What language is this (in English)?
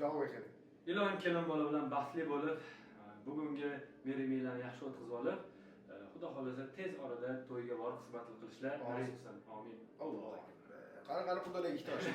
Uzbek